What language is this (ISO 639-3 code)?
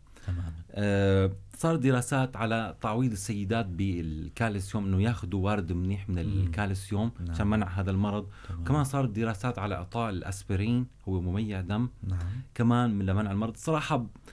apc